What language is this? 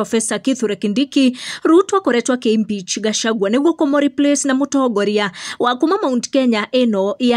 Kikuyu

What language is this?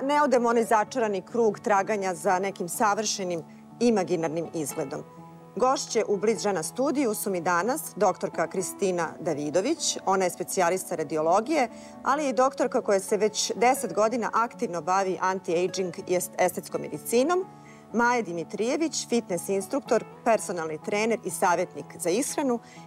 Serbian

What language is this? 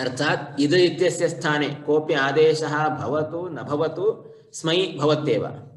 Sanskrit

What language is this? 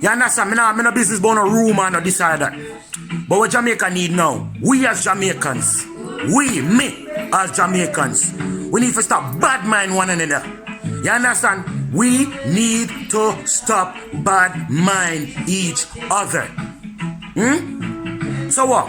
Jamaican Creole English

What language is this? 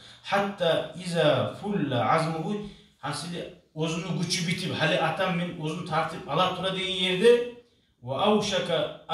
Kumyk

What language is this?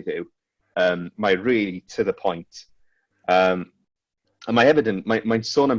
Welsh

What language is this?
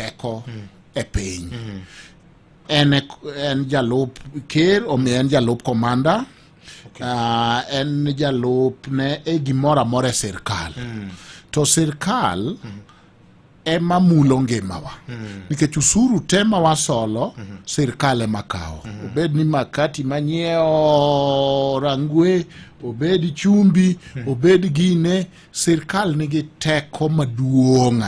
Luo (Kenya and Tanzania)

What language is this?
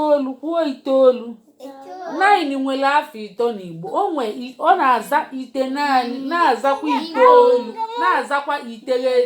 Igbo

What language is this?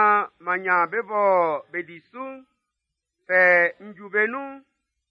Baoulé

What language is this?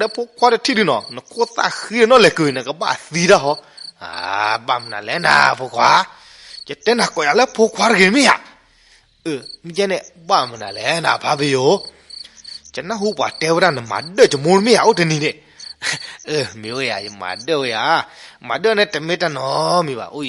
S'gaw Karen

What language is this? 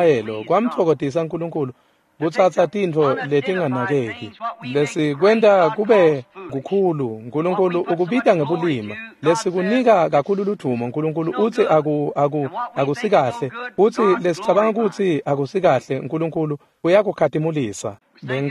Swati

